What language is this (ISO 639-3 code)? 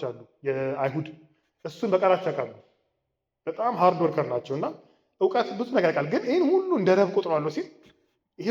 amh